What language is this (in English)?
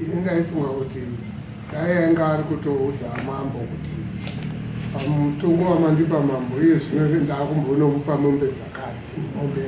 Shona